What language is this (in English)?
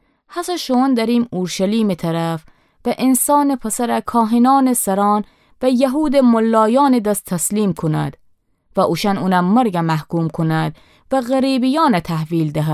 Gilaki